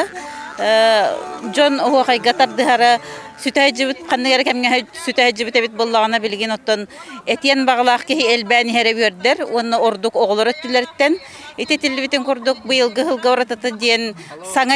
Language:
Yakut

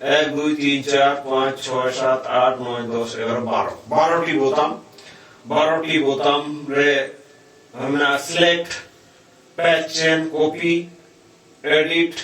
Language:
Santali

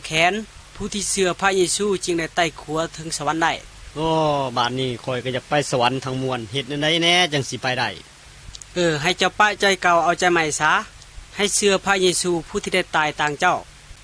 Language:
Lao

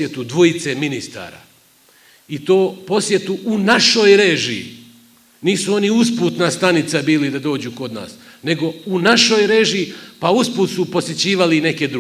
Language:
Bosnian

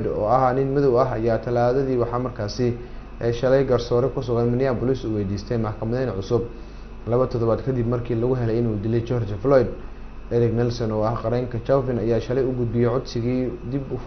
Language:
Somali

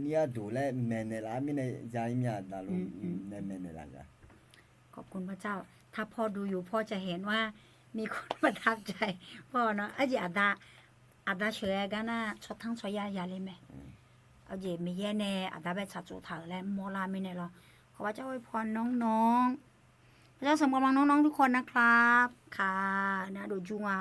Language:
Akha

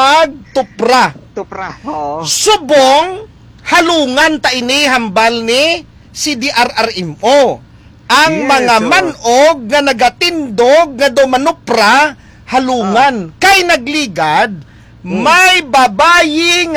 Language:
Hiligaynon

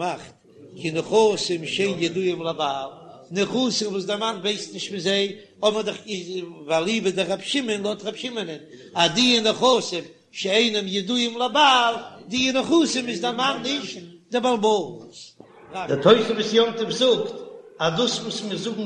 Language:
Yiddish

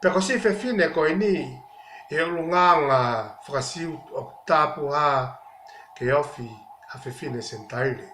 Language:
Tongan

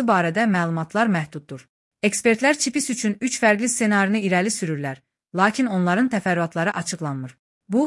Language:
Azerbaijani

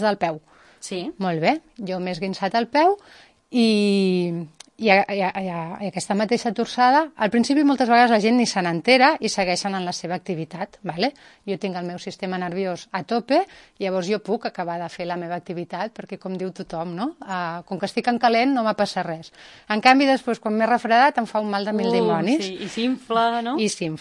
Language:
Catalan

